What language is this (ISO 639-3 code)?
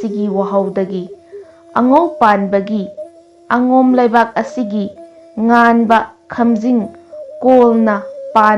mni